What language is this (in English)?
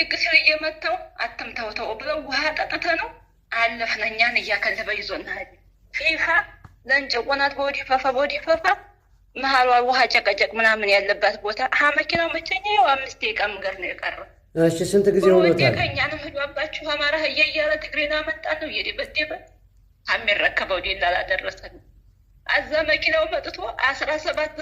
Amharic